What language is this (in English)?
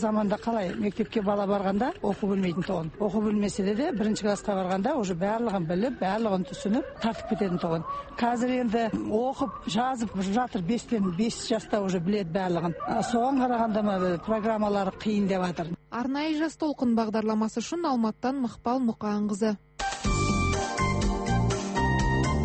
Kazakh